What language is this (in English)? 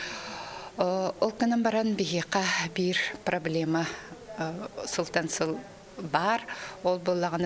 Yakut